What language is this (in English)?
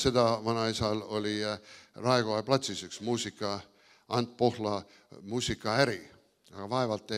Estonian